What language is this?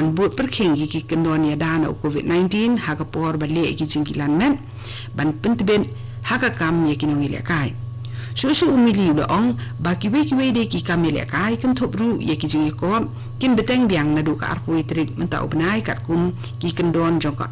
Khasi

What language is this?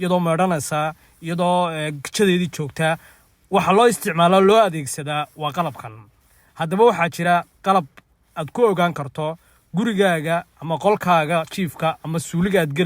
Somali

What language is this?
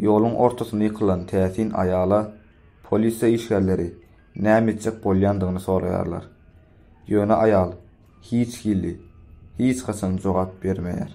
Turkmen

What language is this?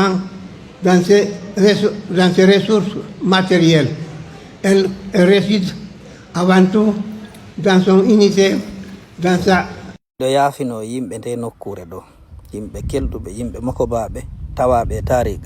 Fula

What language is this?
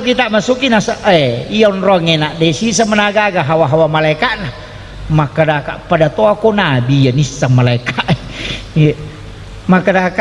Buginese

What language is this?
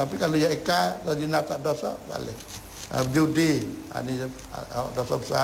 Malay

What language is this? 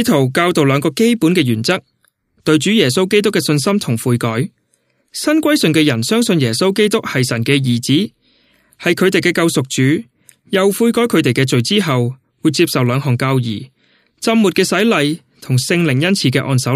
Cantonese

